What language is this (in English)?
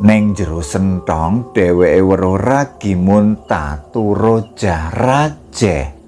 Javanese